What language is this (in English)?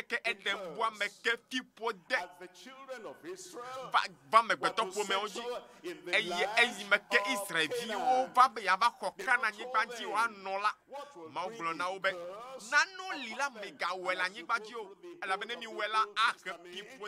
Ewe